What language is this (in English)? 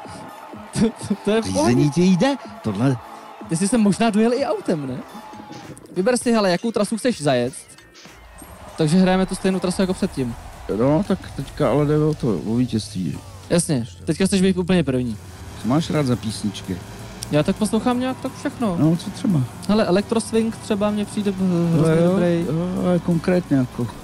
Czech